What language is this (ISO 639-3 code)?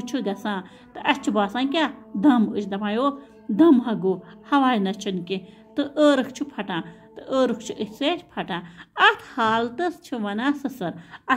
kas